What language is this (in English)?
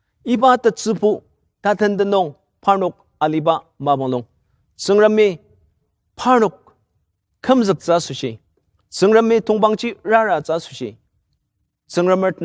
Ao Naga